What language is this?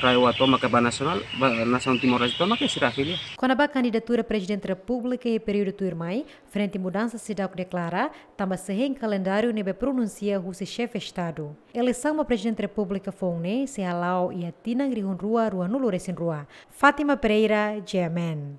Tetum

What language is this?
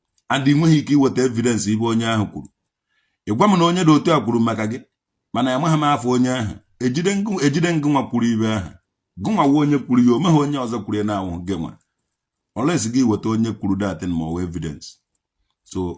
Igbo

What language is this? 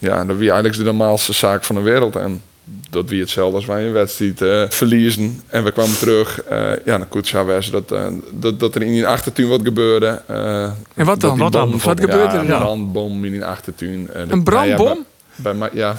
Western Frisian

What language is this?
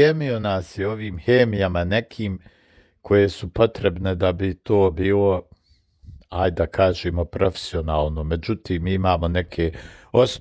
Bosnian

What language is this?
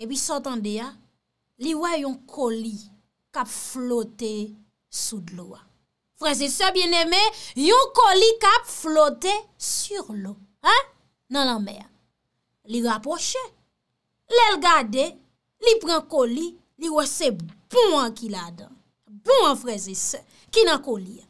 Haitian Creole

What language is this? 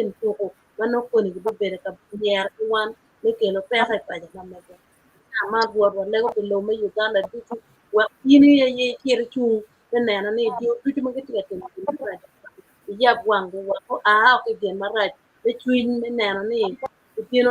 Acoli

